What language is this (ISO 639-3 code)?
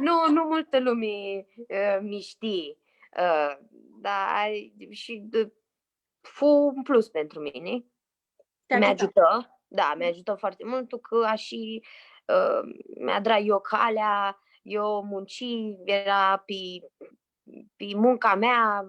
rup